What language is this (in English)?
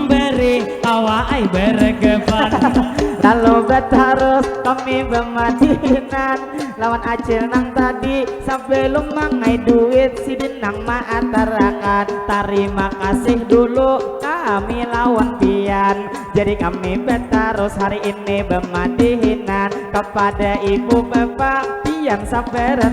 Banjar